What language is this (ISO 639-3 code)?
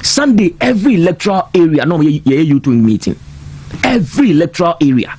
aka